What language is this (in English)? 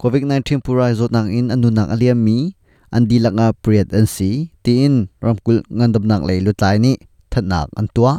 Hakha Chin